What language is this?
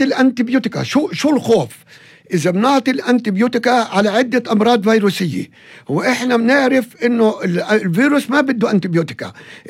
North Levantine Arabic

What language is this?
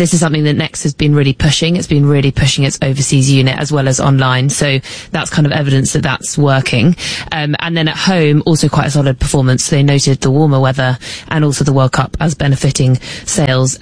English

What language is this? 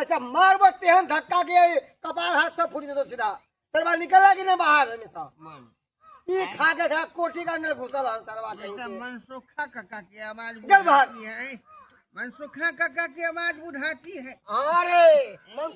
Maithili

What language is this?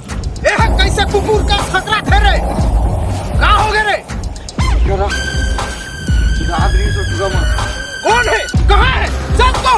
Chhattisgarhi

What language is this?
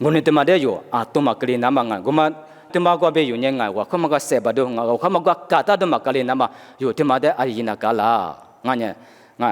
Lisu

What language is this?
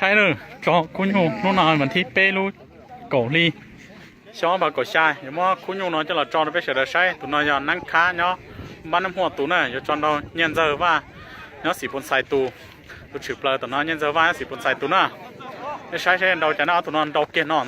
Hmong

